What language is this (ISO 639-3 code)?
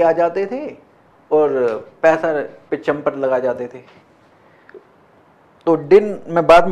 hin